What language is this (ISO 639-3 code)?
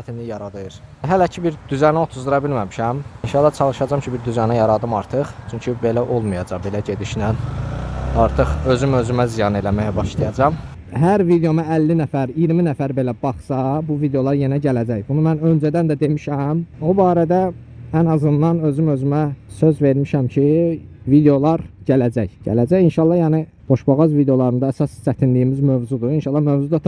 aze